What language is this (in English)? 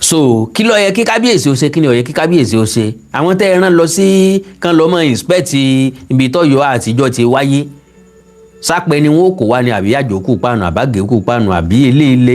Yoruba